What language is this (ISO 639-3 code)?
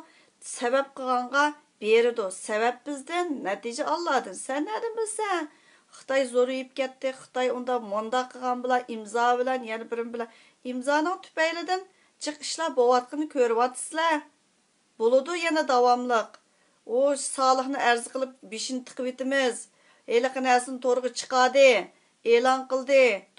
uig